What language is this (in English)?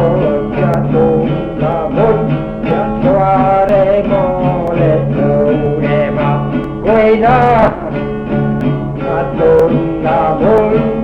Estonian